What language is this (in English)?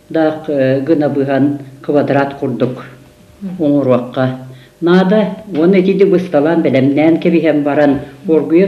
Yakut